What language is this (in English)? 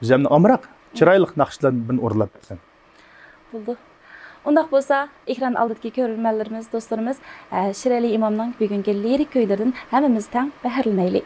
Uyghur